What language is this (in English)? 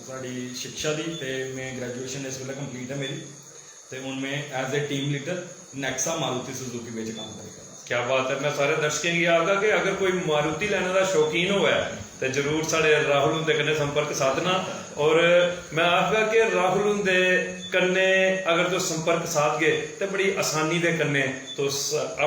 Dogri